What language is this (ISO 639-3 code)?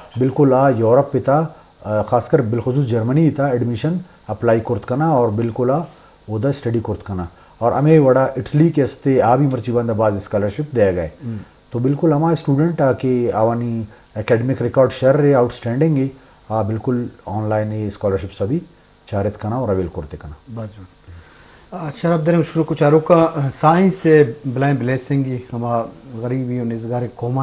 bal